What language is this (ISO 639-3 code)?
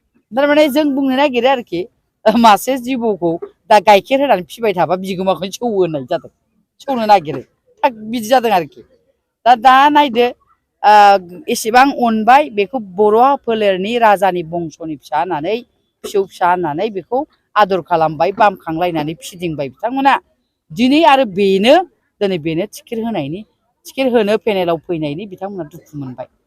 brx